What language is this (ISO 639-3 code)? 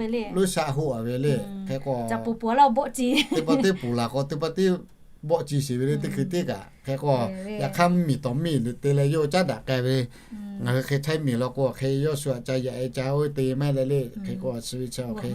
lhu